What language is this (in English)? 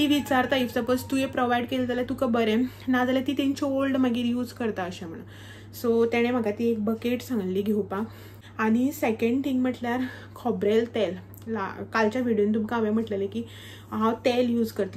Konkani